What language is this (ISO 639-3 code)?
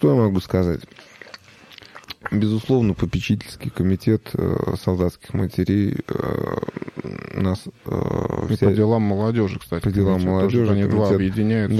rus